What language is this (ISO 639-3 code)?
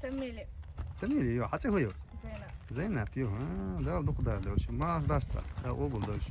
che